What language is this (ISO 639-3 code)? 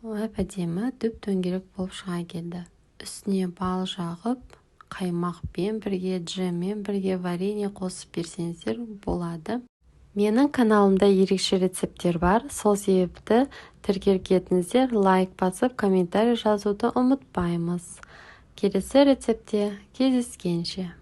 kaz